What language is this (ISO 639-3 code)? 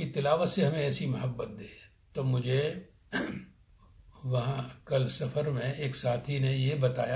urd